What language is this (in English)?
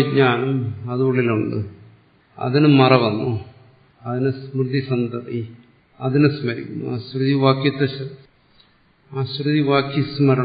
Malayalam